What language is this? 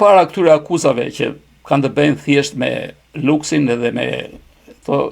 Albanian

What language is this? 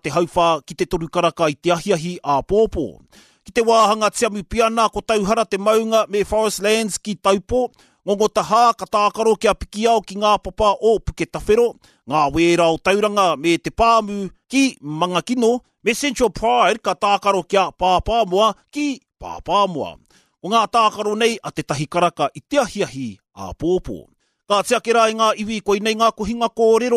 Māori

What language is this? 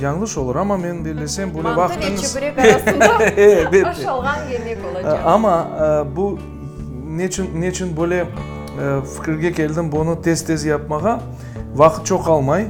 Crimean Tatar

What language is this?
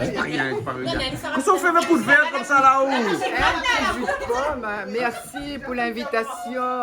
Réunion Creole French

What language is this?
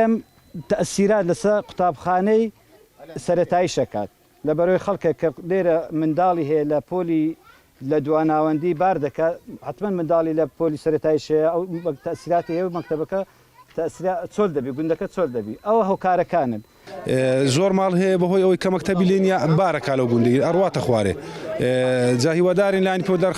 Central Kurdish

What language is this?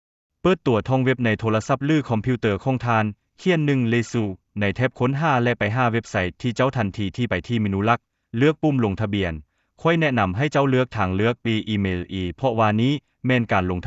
Lao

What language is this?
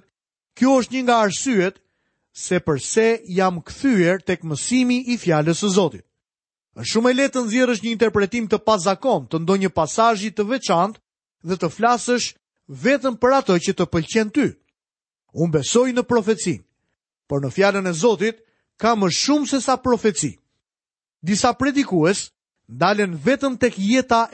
Albanian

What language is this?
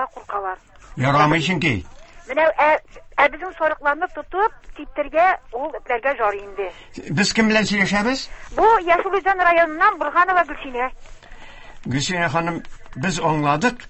Tatar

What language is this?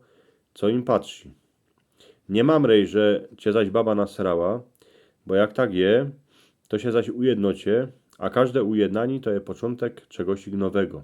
Silesian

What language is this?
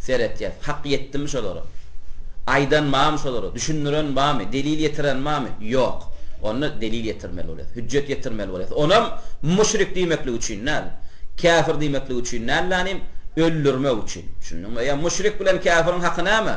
Turkmen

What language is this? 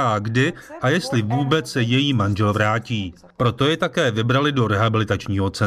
Czech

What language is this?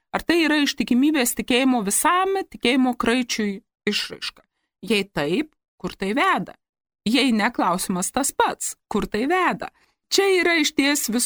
Lithuanian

